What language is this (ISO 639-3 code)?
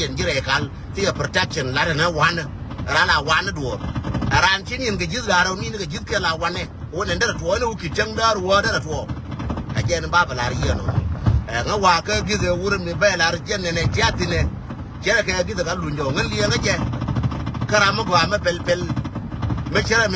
nus